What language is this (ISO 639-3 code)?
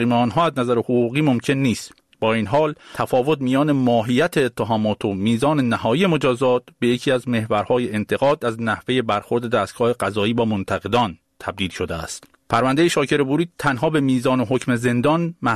fas